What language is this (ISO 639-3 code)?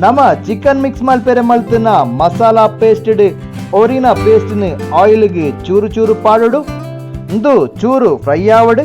tcy